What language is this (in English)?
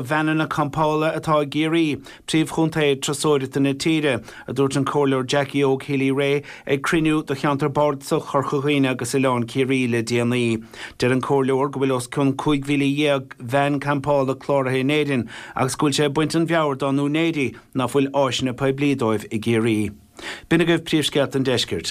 Irish